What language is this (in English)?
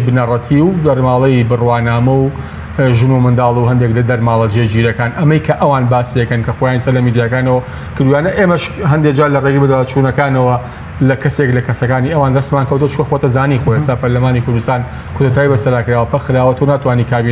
Central Kurdish